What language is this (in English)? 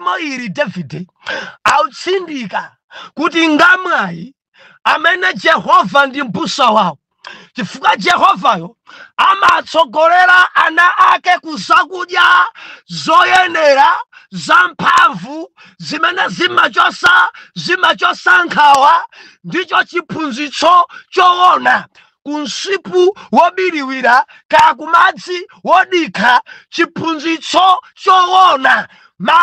Nyanja